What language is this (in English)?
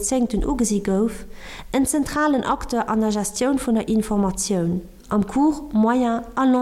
Luxembourgish